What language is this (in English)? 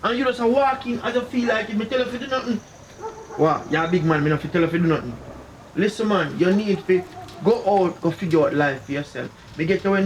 Jamaican Creole English